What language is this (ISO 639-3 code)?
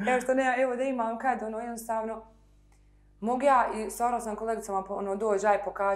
bos